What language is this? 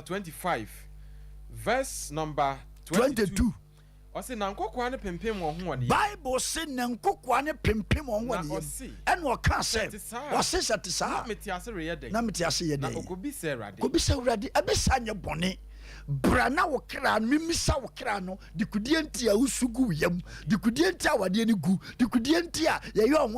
Akan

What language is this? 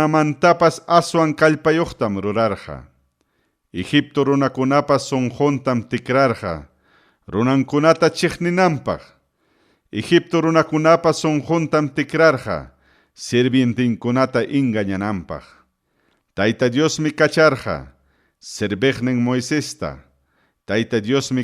Ayacucho Quechua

